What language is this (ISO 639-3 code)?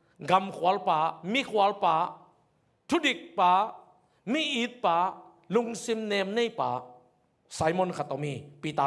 ctd